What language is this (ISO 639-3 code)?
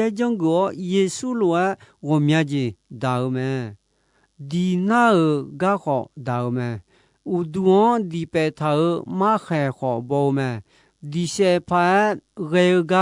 ahk